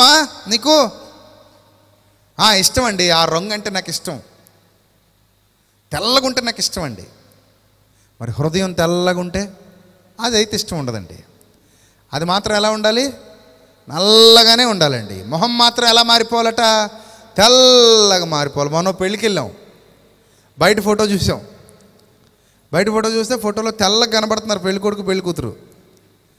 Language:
Telugu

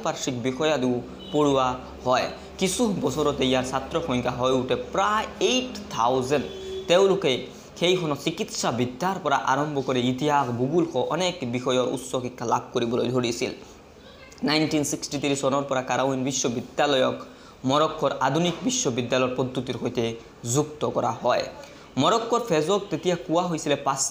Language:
Assamese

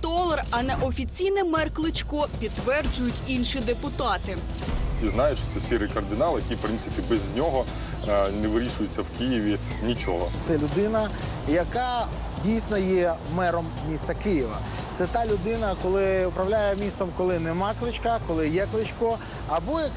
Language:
Ukrainian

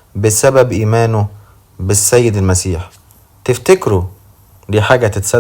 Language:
Egyptian Arabic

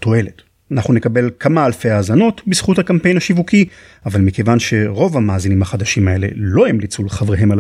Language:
Hebrew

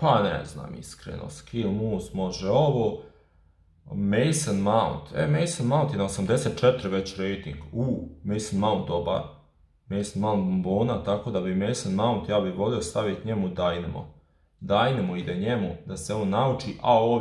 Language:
Croatian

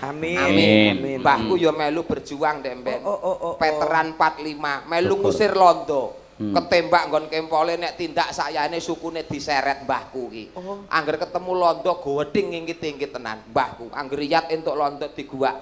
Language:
Javanese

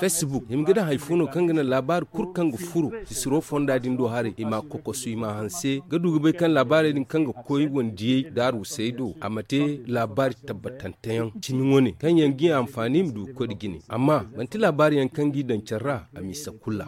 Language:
Zarma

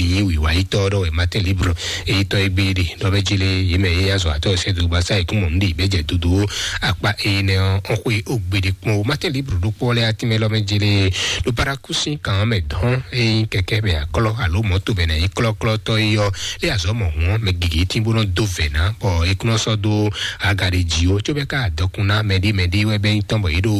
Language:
Fon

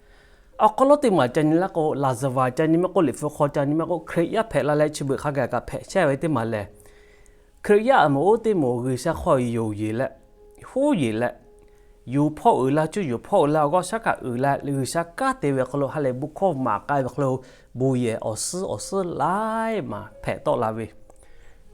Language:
Lahu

